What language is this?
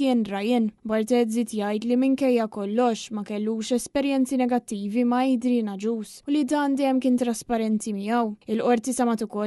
Maltese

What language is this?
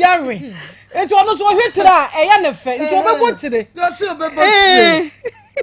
Akan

